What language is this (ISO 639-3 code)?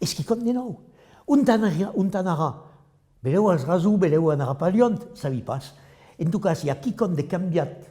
oci